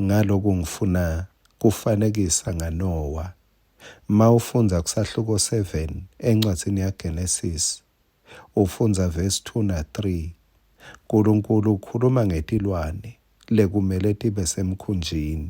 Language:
Swati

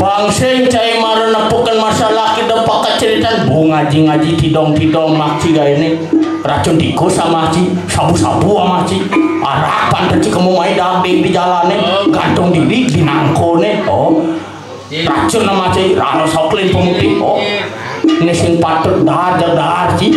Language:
Balinese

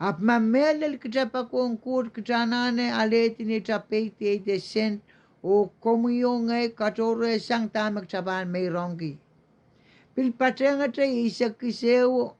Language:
Pohnpeian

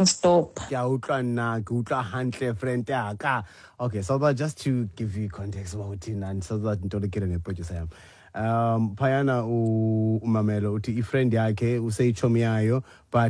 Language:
Xhosa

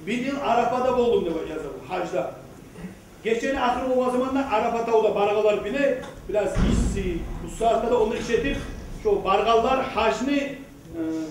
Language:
Kumyk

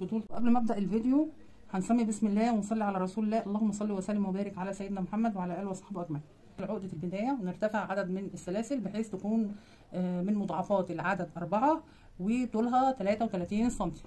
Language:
Egyptian Arabic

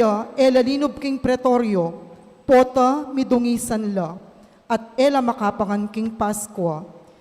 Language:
Pampanga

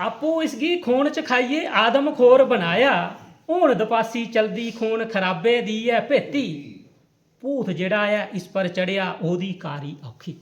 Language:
Dogri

